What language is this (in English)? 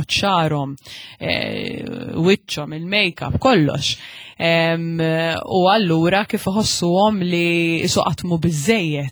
Maltese